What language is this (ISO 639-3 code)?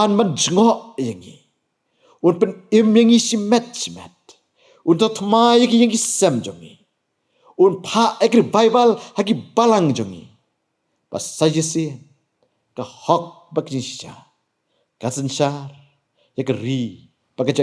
kha